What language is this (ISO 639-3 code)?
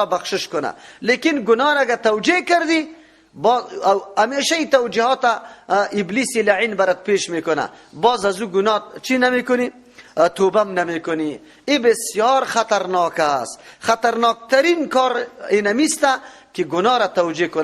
fas